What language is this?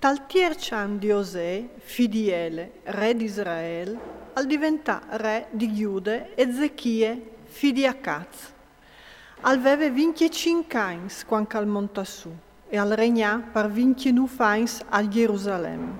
Friulian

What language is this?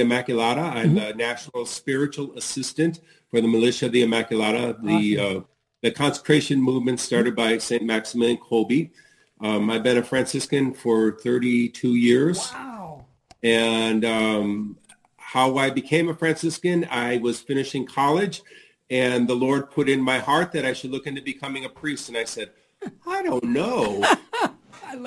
English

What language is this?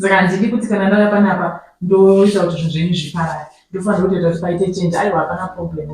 Shona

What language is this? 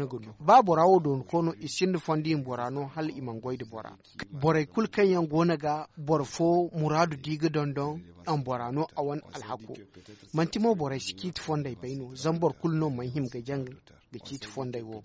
Zarma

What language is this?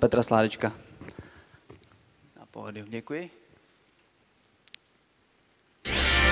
Czech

